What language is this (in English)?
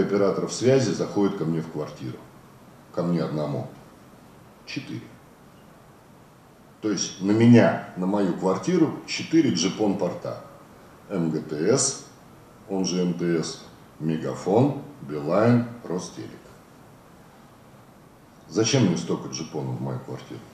Russian